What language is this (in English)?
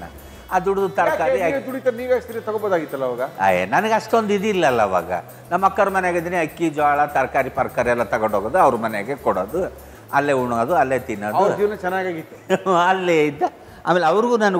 Kannada